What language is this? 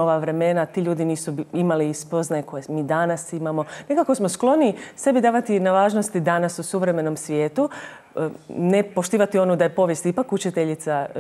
Croatian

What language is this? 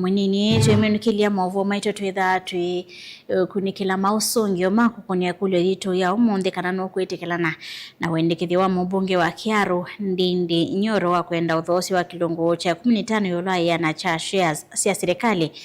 Kamba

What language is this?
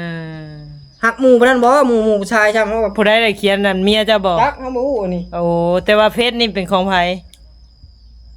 Northeastern Thai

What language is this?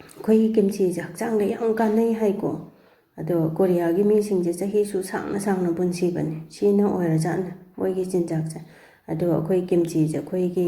Manipuri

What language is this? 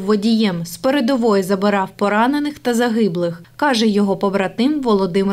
Ukrainian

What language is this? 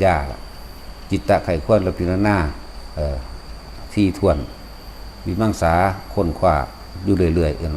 Northeastern Thai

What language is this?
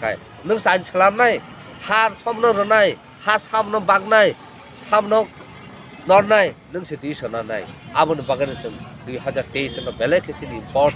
Kok Borok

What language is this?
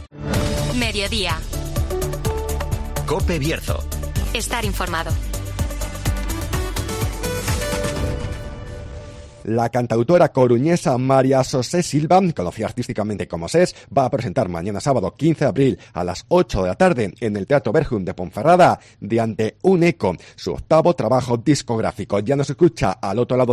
Spanish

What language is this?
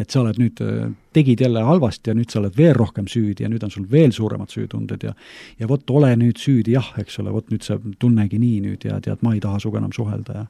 Estonian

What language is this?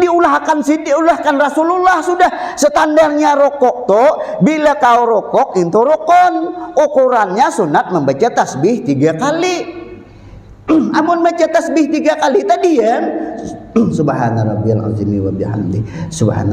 Banjar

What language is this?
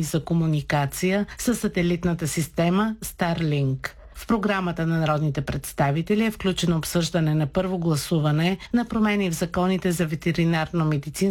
Bulgarian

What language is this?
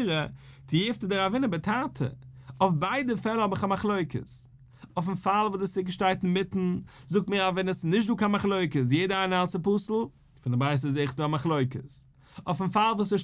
Yiddish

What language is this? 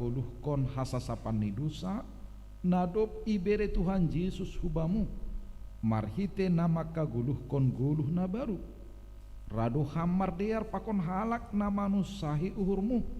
Batak Simalungun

